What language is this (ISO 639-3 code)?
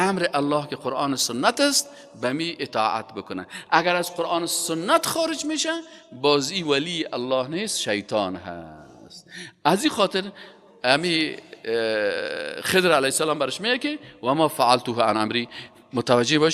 fas